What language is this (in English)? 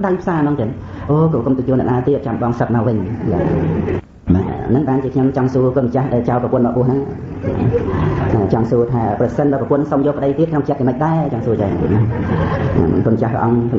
Khmer